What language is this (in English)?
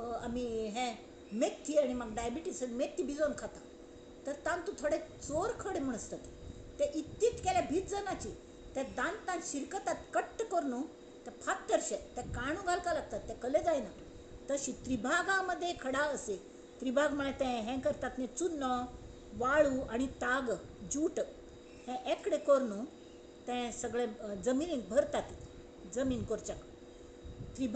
Konkani